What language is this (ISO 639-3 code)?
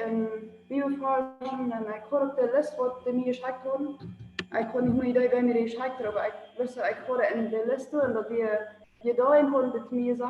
pdt